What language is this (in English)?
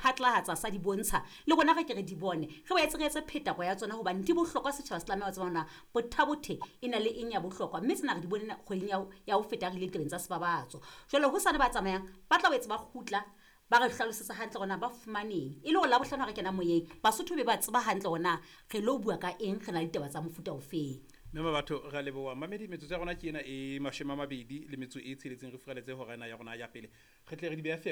Southern Sotho